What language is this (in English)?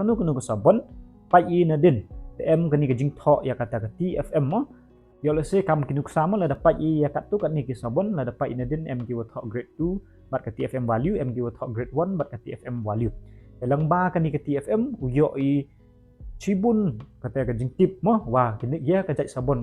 Pnar